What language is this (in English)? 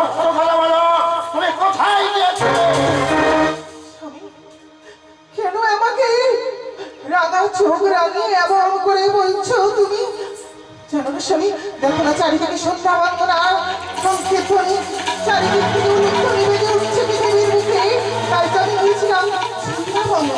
Bangla